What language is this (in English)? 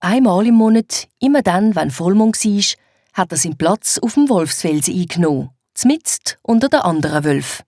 Swiss German